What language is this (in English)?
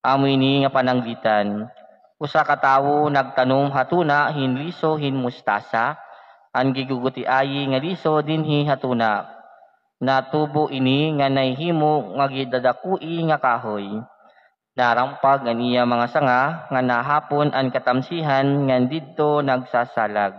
Waray